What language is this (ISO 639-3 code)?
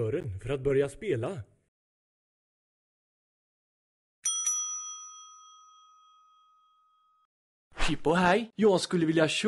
swe